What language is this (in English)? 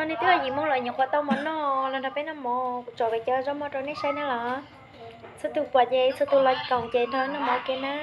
Hmong